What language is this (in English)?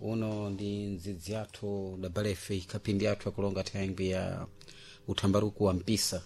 Sena